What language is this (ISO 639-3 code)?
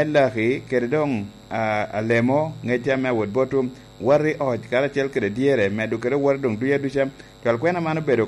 laj